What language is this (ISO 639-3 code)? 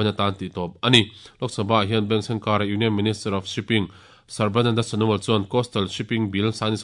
lus